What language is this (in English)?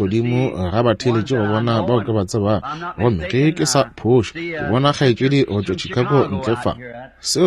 Northern Sotho